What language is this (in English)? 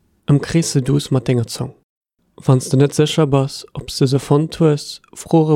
Luxembourgish